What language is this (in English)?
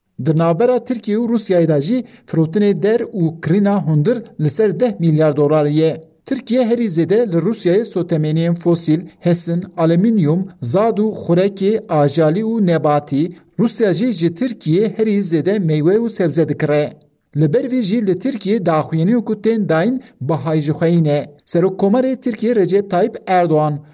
Kurdish